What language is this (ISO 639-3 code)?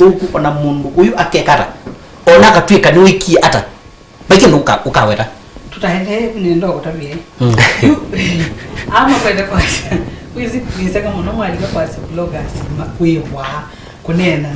kam